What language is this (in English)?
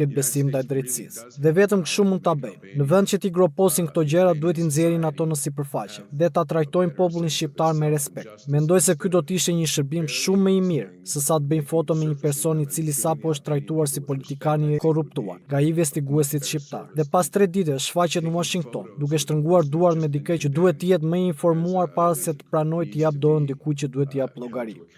Albanian